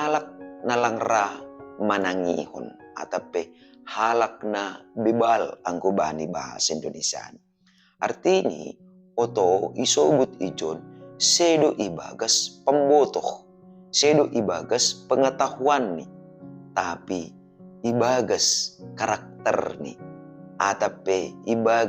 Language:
Batak Simalungun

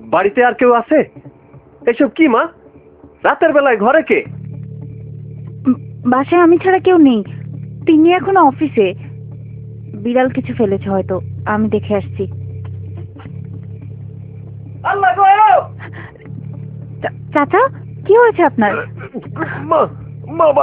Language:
Bangla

